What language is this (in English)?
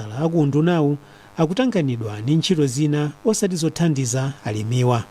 Nyanja